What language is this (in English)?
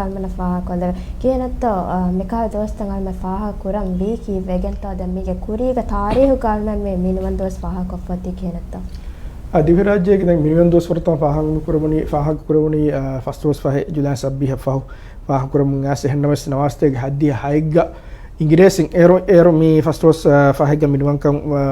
Divehi